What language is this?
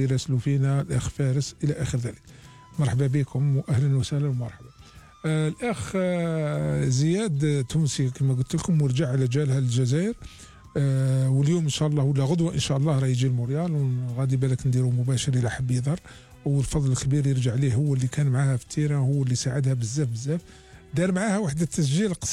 Algerian Arabic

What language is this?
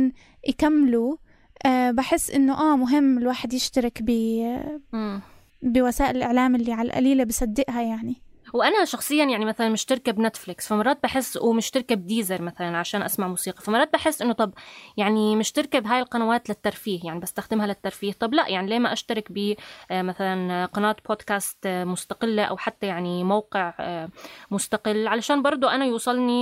North Levantine Arabic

